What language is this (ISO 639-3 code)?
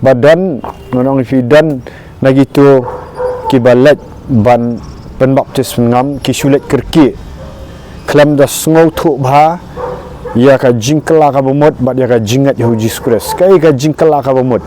kha